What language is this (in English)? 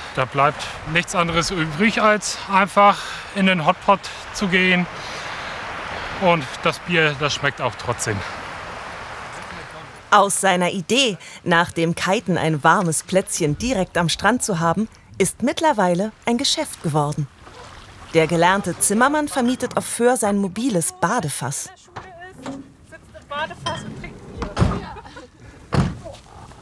German